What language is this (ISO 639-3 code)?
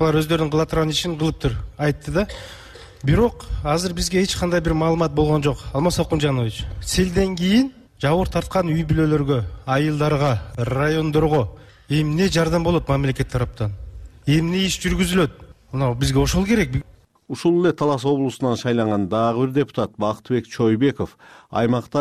kir